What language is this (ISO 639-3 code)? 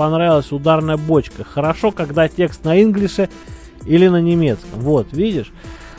rus